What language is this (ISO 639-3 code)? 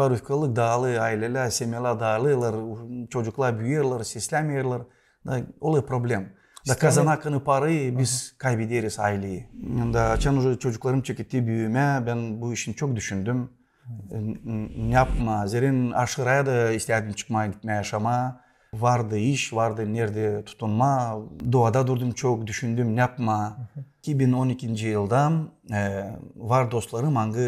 gag